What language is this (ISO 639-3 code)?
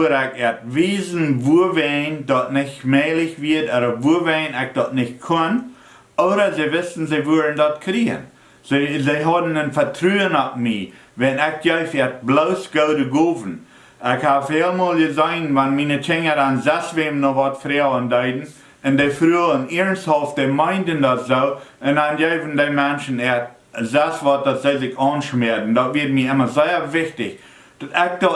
pdt